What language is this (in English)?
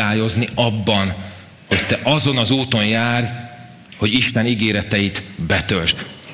Hungarian